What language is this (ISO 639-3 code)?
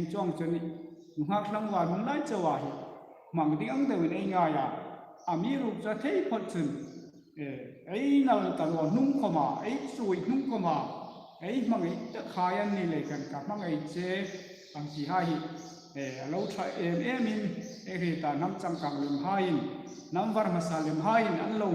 hmr